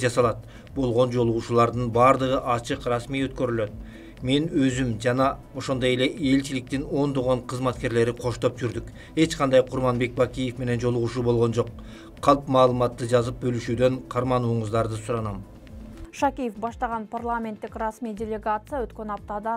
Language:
Kyrgyz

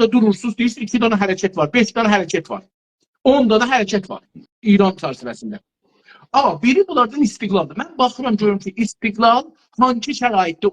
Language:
South Azerbaijani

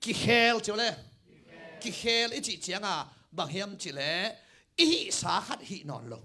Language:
Tedim Chin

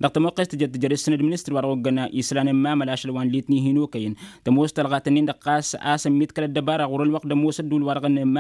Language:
Tamasheq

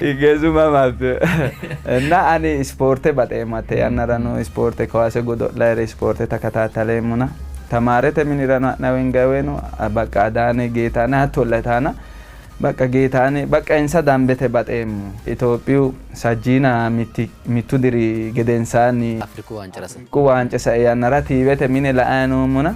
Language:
Sidamo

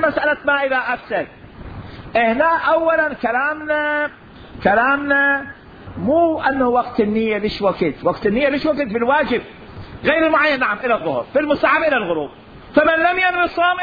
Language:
Mesopotamian Arabic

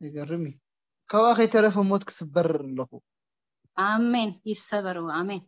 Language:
Tigrinya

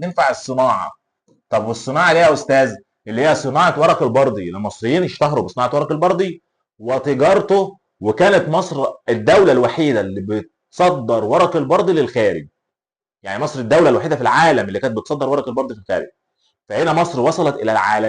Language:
Egyptian Arabic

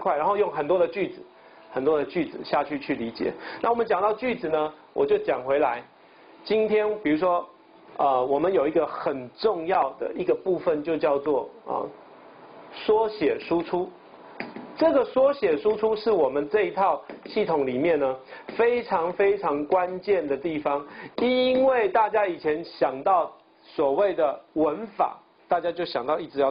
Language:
Chinese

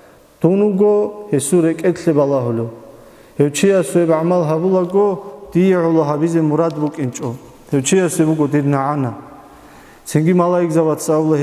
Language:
Avaric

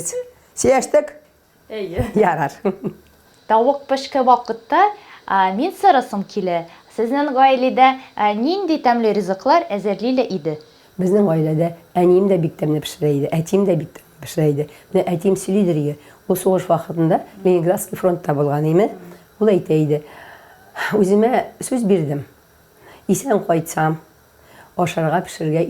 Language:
Tatar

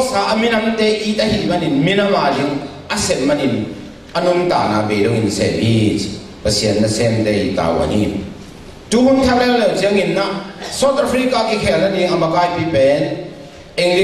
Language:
Tedim Chin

